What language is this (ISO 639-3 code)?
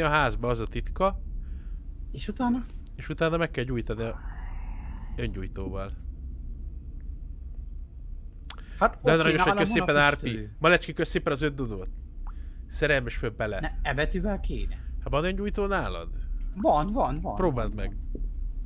hun